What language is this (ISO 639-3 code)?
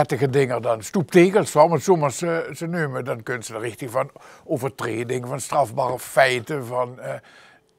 lim